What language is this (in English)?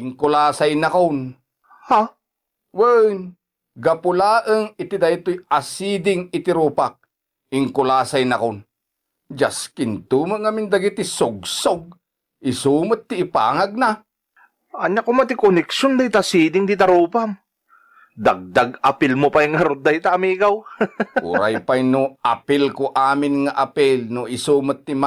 Iloko